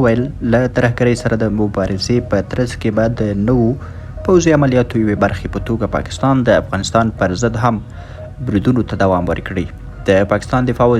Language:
Pashto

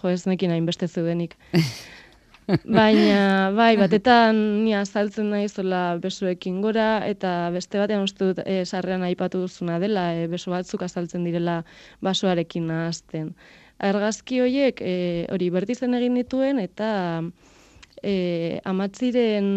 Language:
Basque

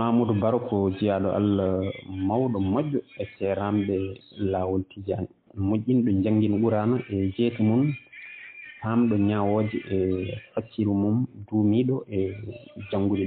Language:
Fula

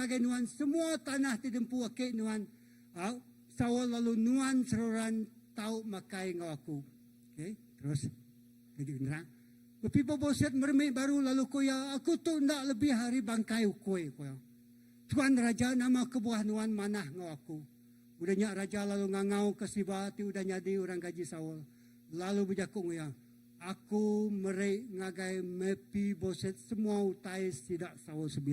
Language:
Iban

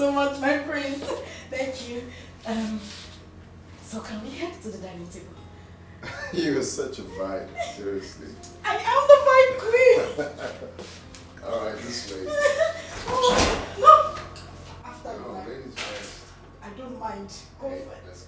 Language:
English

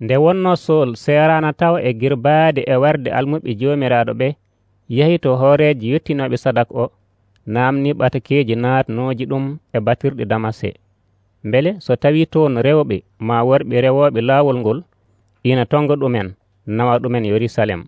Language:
Nigerian Fulfulde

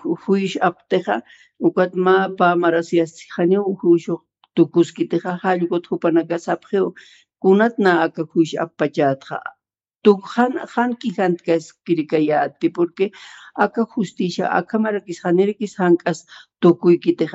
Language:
Aymara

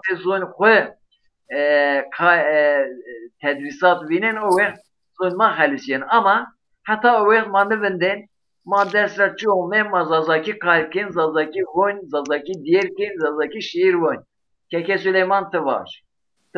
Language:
Zaza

